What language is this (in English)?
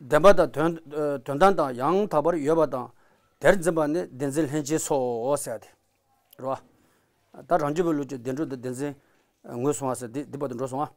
Tibetan